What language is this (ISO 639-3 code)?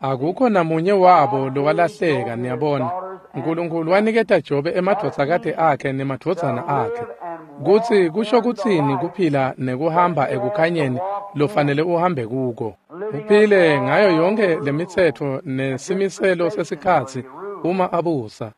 ssw